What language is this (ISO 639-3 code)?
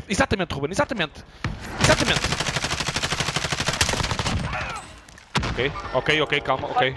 por